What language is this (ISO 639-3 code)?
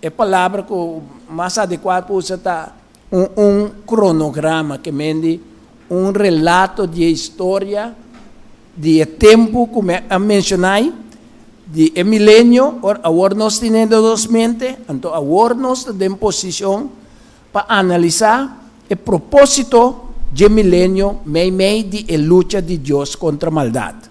pap